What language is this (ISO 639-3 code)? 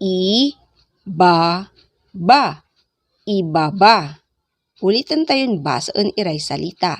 pag